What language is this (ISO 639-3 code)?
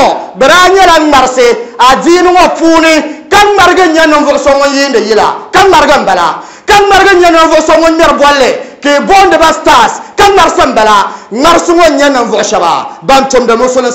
dag